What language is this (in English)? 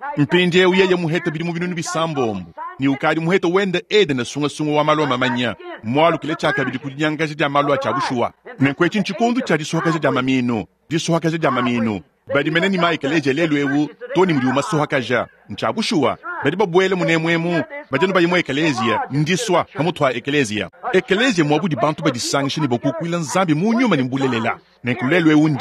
Luba-Lulua